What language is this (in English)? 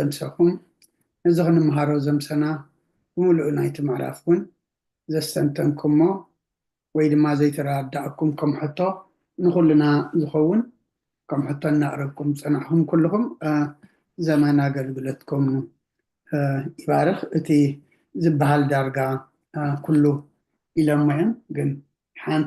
Tigrinya